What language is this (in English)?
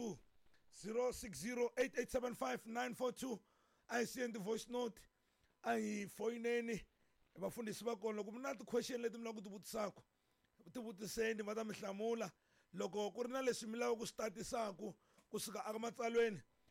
Tsonga